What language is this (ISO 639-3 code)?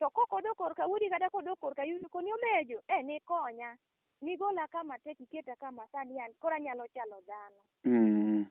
luo